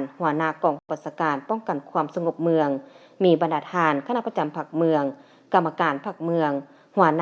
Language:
Lao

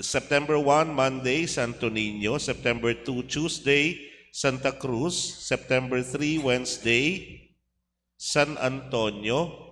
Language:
Pampanga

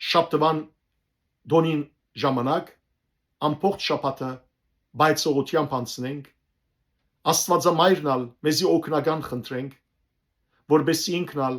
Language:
Western Armenian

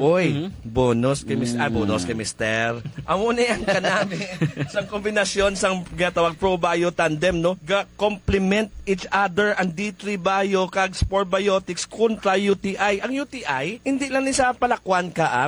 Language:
Hiligaynon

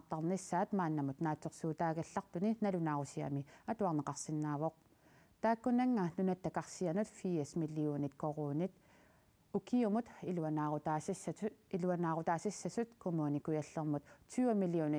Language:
Kalaallisut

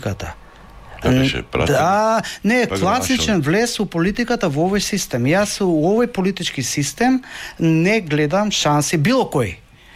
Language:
Macedonian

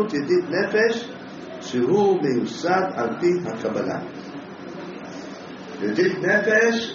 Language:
Hebrew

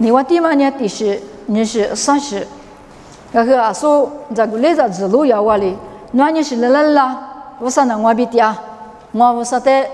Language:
Lisu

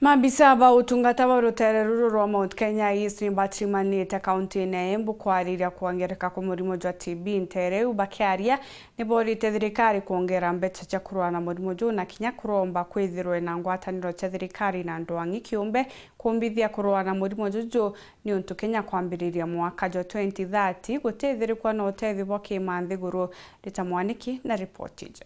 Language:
Meru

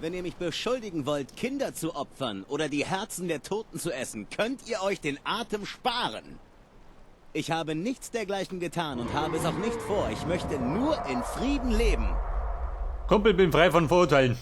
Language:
Bavarian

